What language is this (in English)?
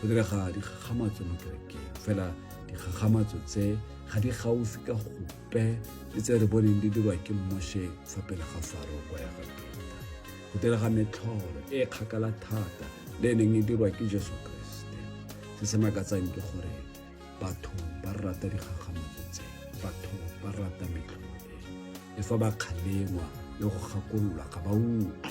Tswana